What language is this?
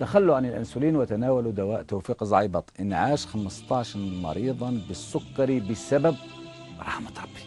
Algerian Arabic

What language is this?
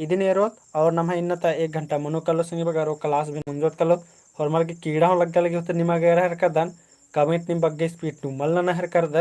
Kurukh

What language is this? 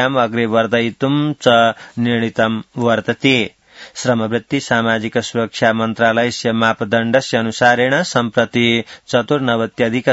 Sanskrit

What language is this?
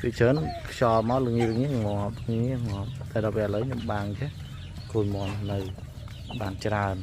Khmer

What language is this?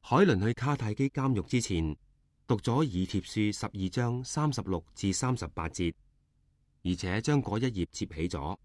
Cantonese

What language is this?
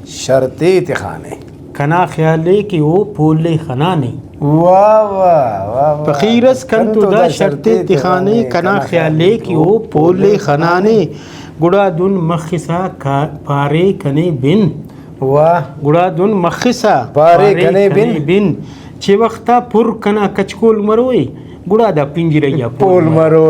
Brahui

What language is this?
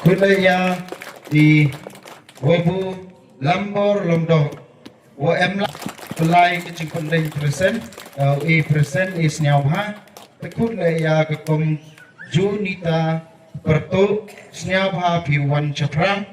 Khasi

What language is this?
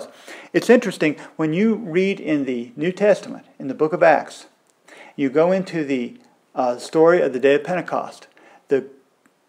English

